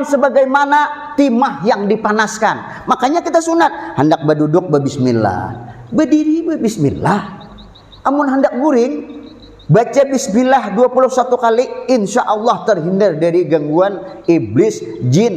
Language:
Banjar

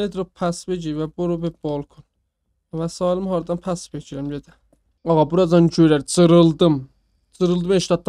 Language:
South Azerbaijani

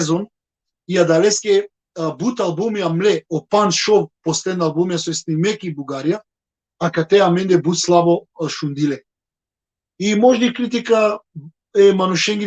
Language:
Balkan Romani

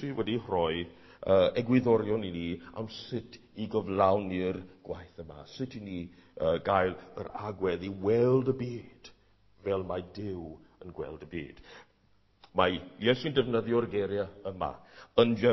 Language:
Welsh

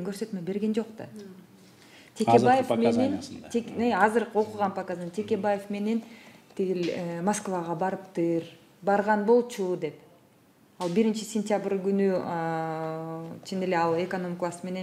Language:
Kyrgyz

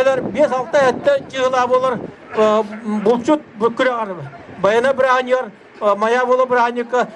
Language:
Yakut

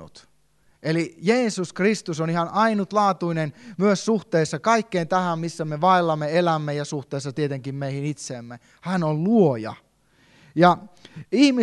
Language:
Finnish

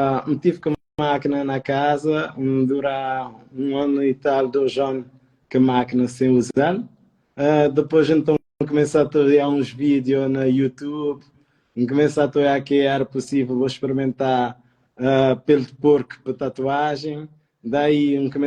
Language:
Kabuverdianu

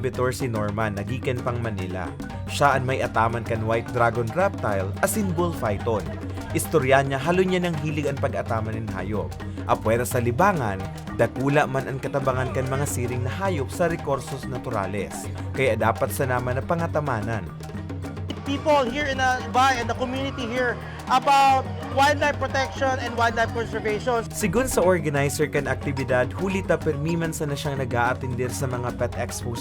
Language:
Bikol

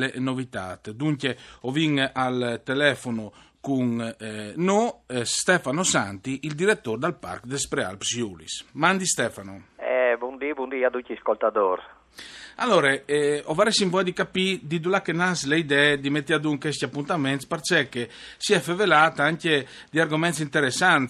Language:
Friulian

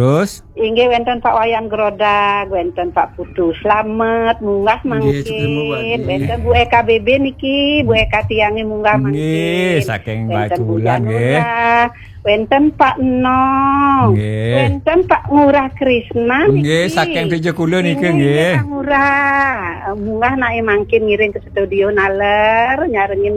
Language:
Balinese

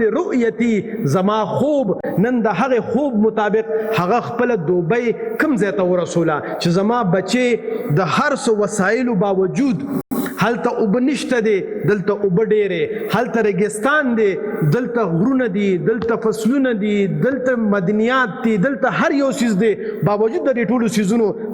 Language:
Pashto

